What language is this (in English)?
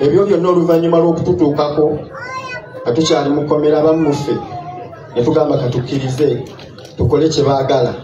Ganda